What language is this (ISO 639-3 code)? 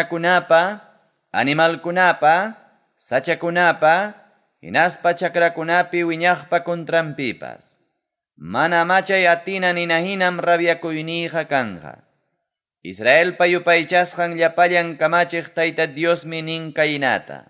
quy